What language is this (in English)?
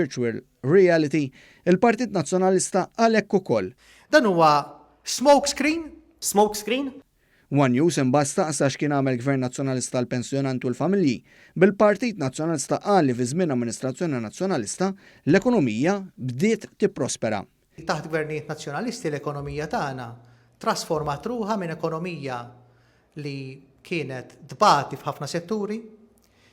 Maltese